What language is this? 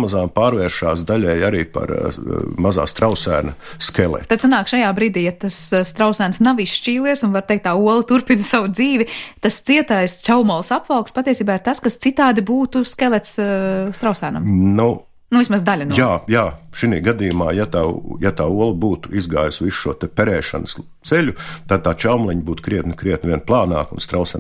Latvian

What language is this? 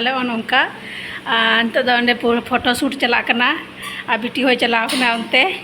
Santali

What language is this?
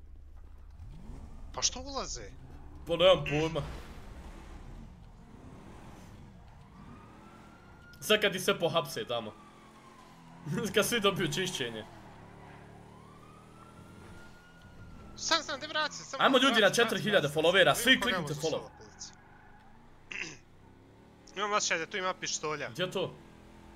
Bosnian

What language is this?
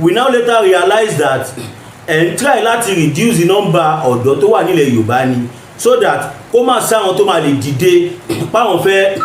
Yoruba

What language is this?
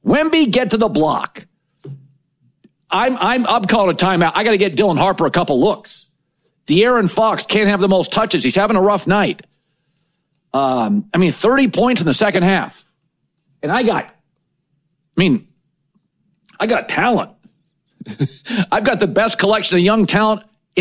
English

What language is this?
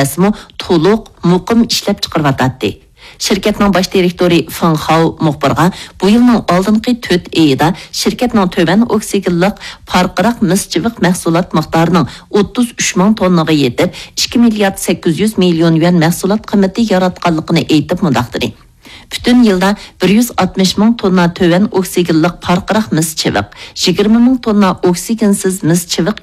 Uyghur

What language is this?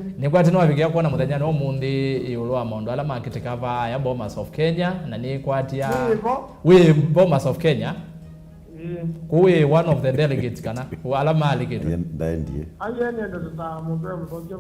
Kamba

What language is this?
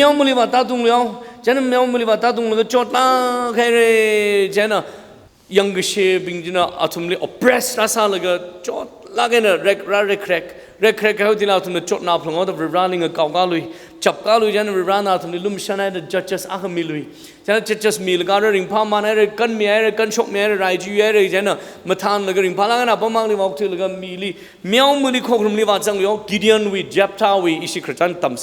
Tangkhul Naga (India)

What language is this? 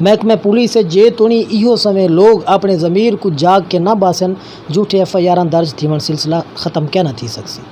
Saraiki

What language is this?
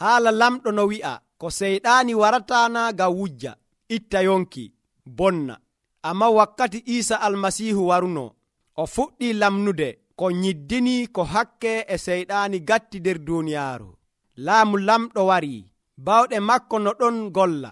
Nigerian Fulfulde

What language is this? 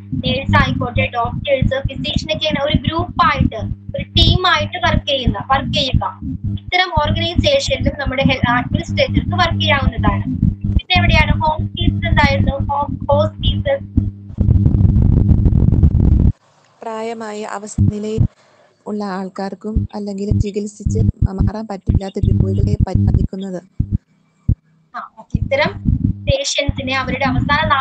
Malayalam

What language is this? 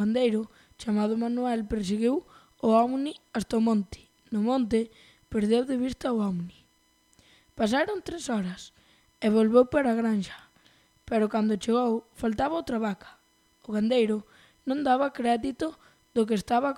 Galician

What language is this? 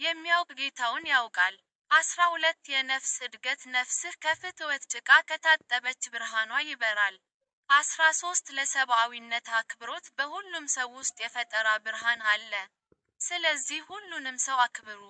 Amharic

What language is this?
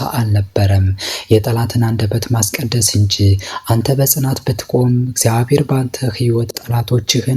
Amharic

